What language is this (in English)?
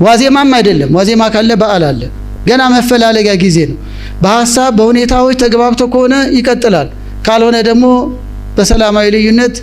Amharic